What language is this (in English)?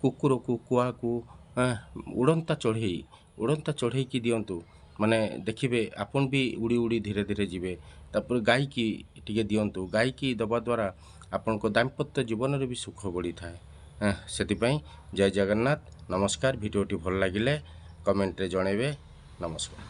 Odia